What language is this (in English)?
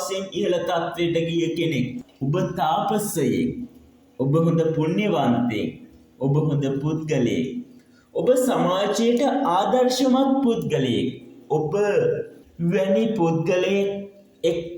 Sinhala